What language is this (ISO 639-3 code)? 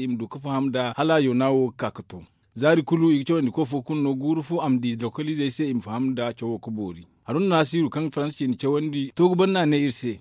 dje